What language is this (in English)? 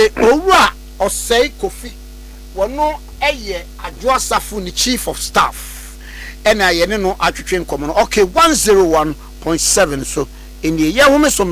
Akan